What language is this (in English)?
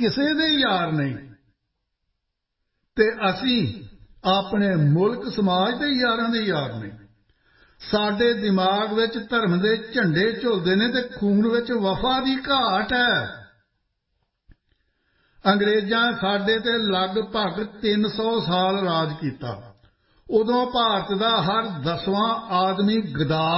Punjabi